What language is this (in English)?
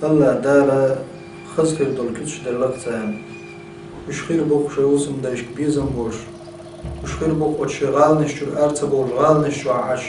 Chechen